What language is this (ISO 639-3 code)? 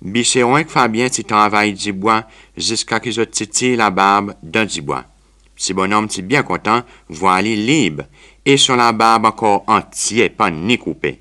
crs